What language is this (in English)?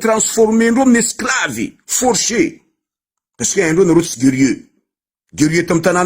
Malagasy